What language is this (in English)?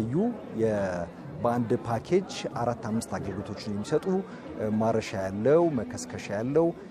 Amharic